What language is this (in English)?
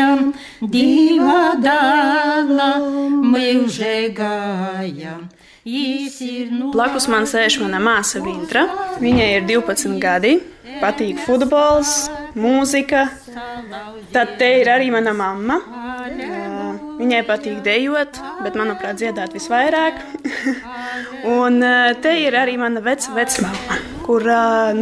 Latvian